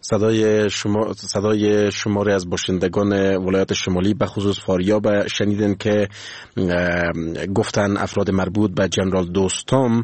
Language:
Persian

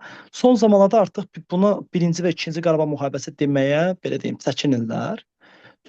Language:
Azerbaijani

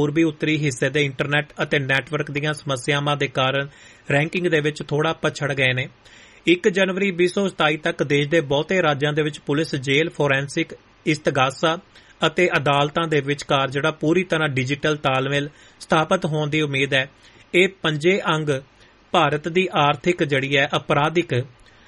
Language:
Punjabi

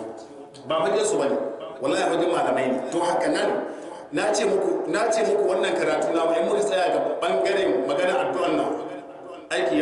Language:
Hausa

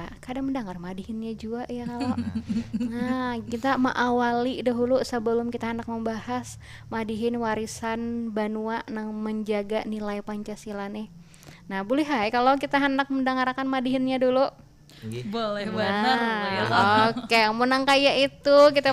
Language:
Banjar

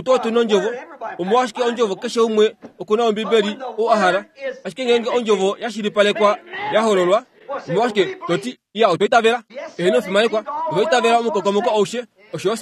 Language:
Kuanyama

